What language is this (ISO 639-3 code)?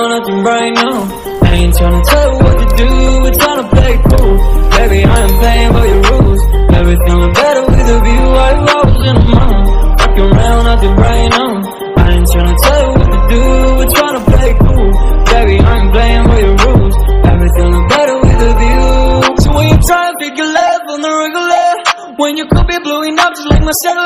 eng